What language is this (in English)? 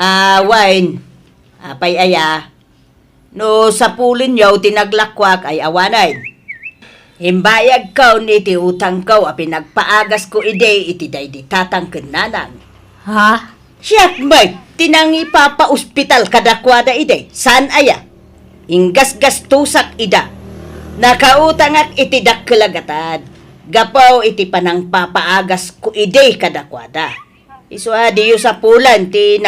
Iloko